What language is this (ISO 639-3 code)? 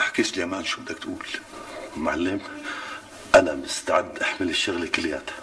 apc